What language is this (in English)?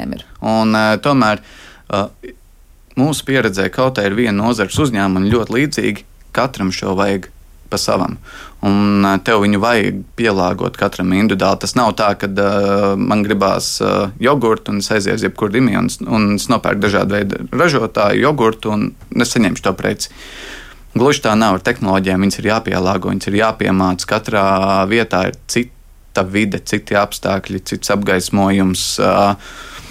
Latvian